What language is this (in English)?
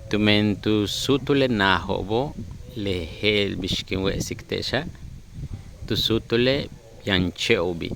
Yucateco